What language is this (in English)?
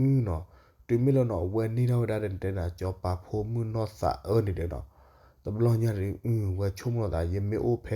S'gaw Karen